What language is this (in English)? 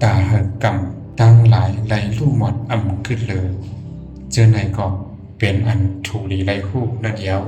Shan